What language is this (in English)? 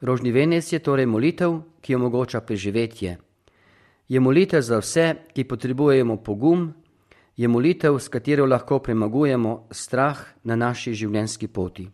Slovenian